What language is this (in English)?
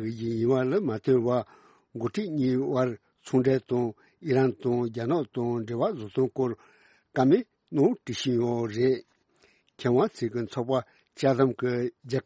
Tibetan